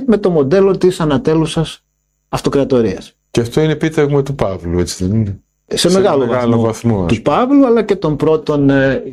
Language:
Greek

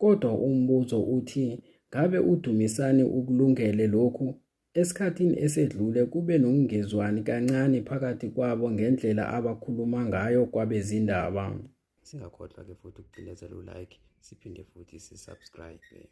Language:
Zulu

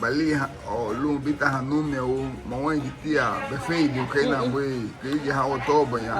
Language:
Garifuna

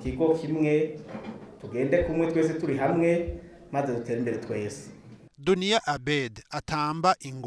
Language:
Rundi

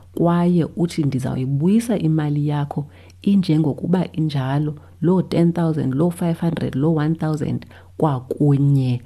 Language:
Xhosa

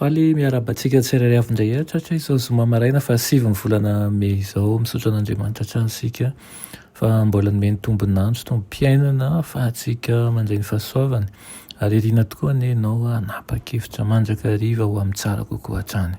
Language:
Malagasy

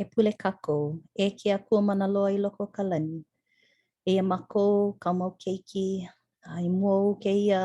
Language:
Hawaiian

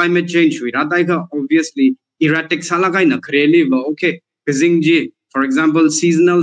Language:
Tangkhul Naga (India)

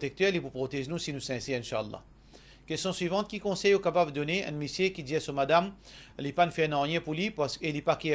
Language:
Morisyen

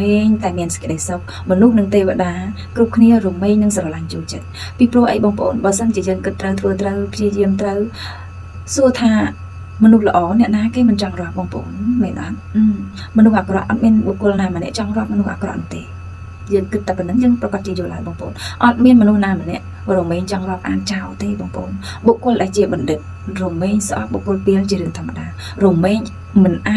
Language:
Khmer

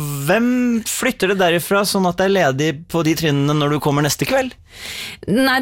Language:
Norwegian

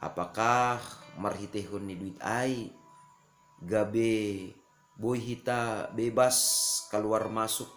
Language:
Batak Simalungun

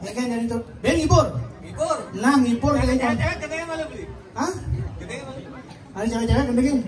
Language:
Balinese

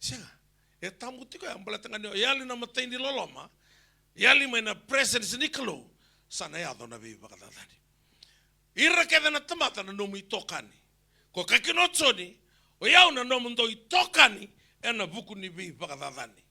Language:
Fijian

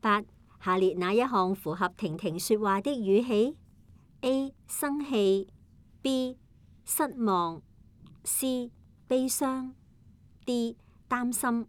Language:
Cantonese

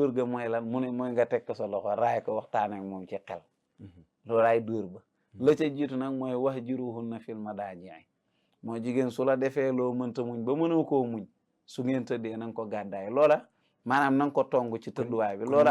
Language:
Wolof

